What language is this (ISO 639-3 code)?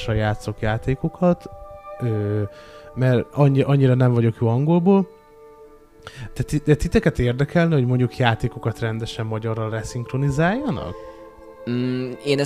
hun